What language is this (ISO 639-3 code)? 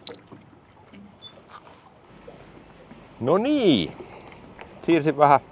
fin